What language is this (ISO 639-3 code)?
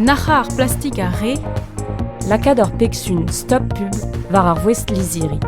bre